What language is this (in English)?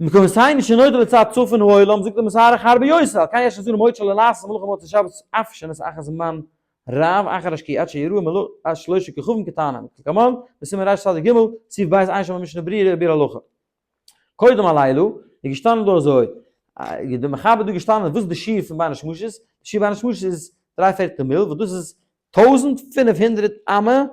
Yiddish